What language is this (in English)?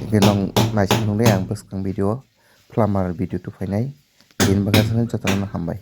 Kok Borok